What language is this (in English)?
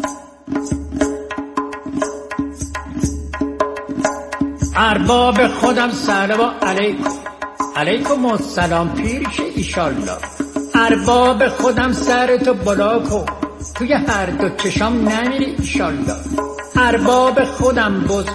Persian